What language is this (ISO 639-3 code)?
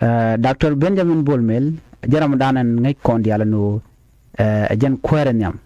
nus